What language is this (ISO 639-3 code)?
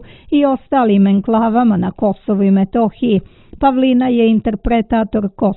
srp